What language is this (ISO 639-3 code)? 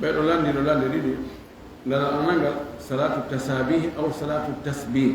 ful